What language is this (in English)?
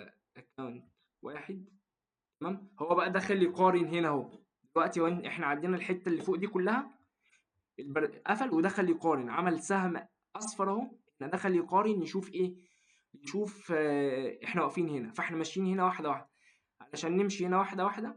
Egyptian Arabic